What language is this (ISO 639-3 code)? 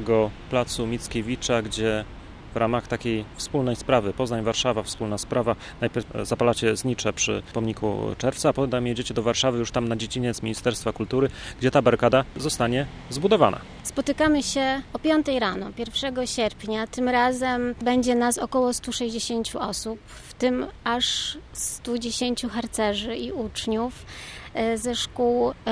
pol